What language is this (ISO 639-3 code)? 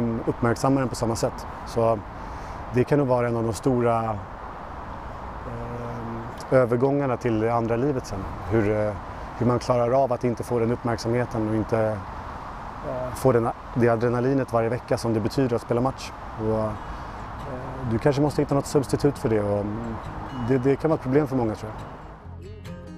swe